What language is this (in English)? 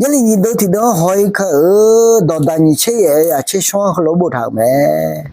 Akha